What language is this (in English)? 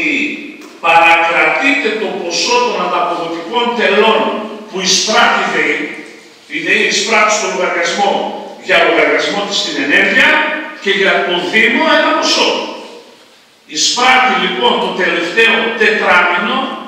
Greek